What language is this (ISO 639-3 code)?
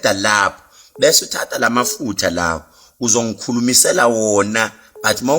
zul